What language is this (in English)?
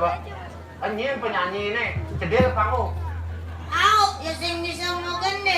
Balinese